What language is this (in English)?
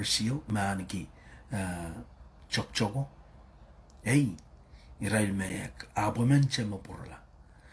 Pohnpeian